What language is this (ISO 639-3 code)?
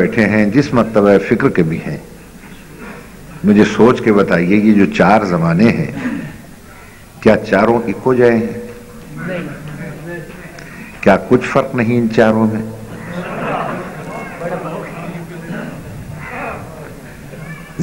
urd